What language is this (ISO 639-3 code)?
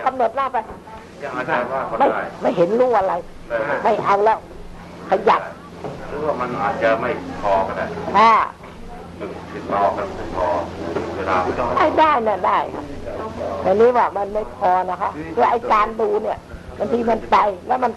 tha